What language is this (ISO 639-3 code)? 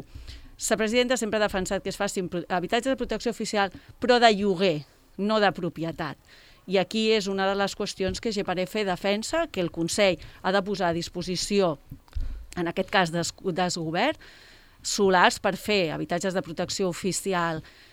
cat